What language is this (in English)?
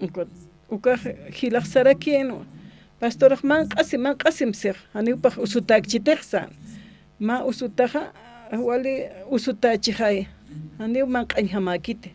Aymara